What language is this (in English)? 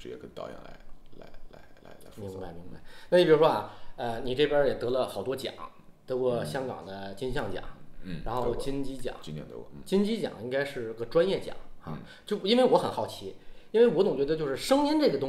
Chinese